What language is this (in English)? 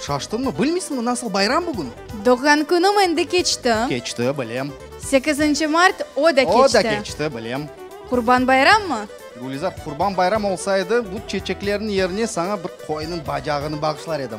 Crimean Tatar